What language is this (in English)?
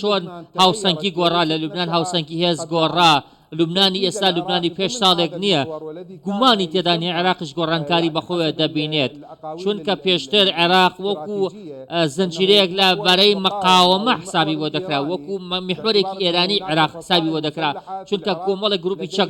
Central Kurdish